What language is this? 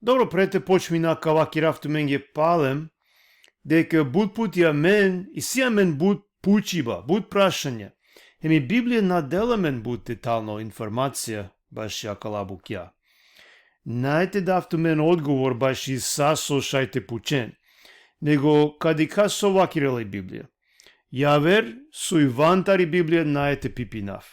Balkan Romani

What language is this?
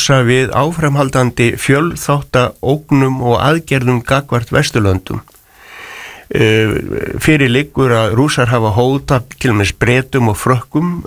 Icelandic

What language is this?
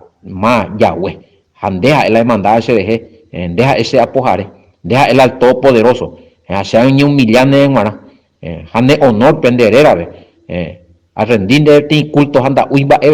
Guarani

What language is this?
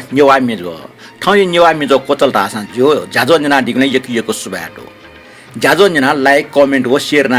Newari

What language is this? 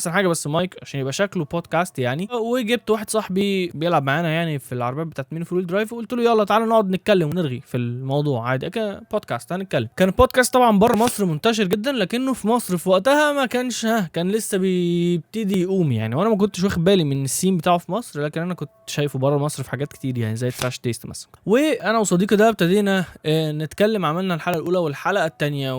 Egyptian Arabic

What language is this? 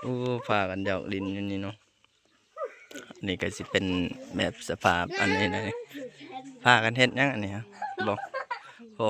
Lao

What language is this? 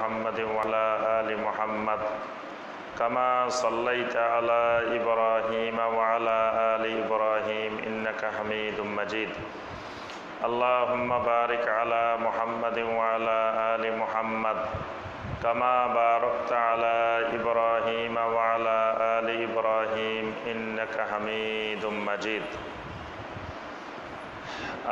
Bangla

